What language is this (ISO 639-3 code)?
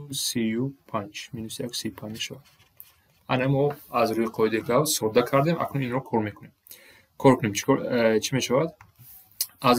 tgk